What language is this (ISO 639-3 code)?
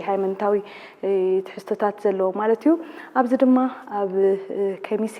tir